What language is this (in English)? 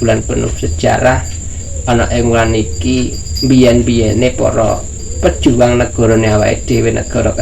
Javanese